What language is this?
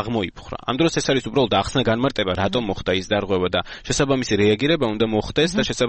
Georgian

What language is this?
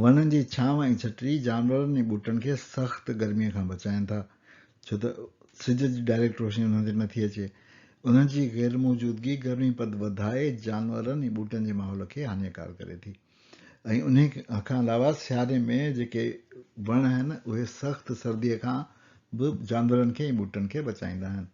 Sindhi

